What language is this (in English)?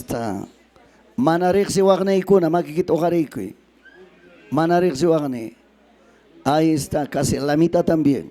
Ayacucho Quechua